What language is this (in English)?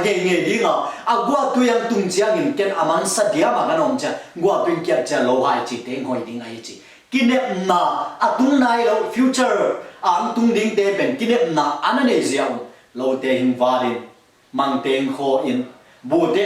Tedim Chin